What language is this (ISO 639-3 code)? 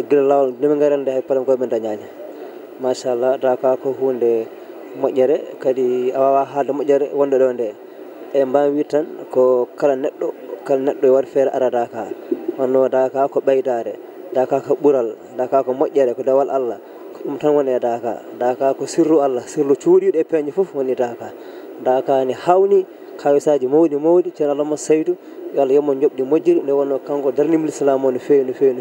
ful